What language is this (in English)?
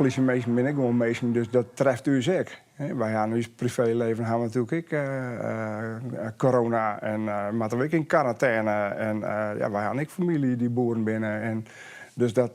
Western Frisian